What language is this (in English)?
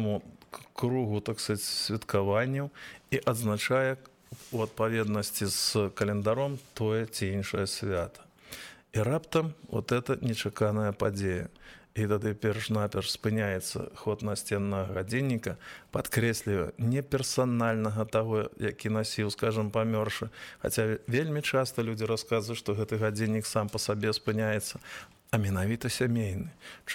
Belarusian